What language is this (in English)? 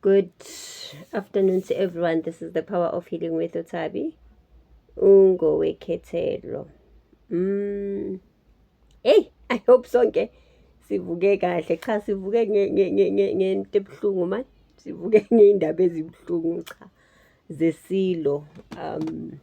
Zulu